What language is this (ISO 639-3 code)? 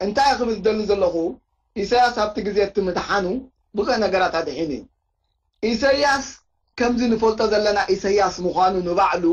tir